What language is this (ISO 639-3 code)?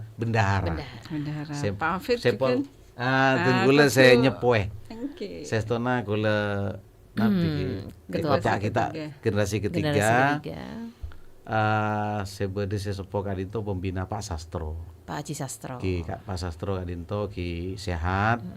mad